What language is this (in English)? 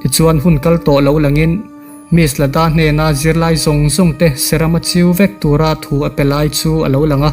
Mizo